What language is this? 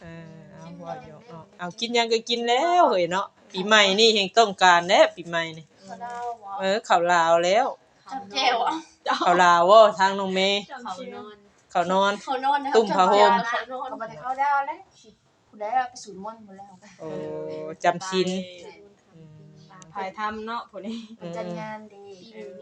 Northeastern Thai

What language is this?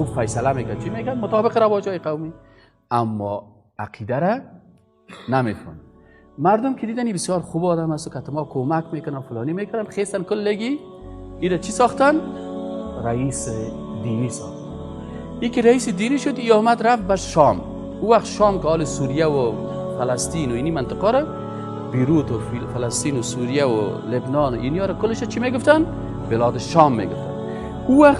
Persian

